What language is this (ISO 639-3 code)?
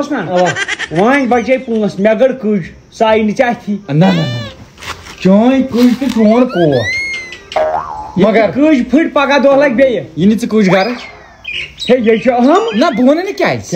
kas